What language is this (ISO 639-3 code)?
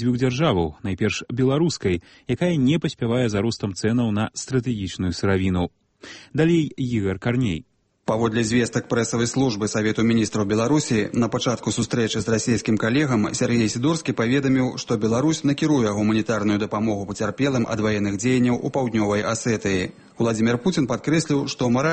bel